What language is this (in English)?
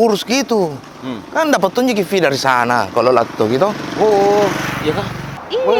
Makassar Malay